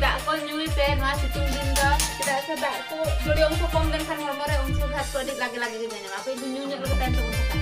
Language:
Santali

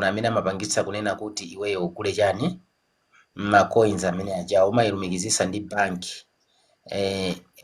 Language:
Nyanja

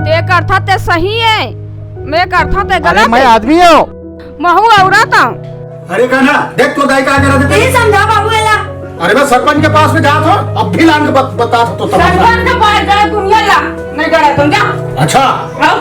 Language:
Chhattisgarhi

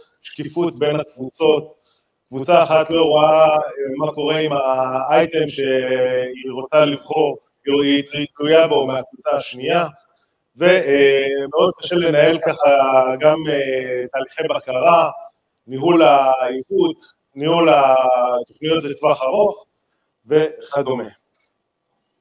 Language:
Hebrew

